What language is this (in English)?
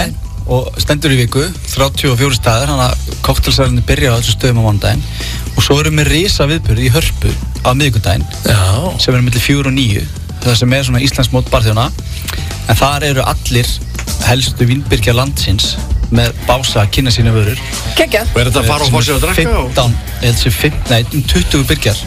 Icelandic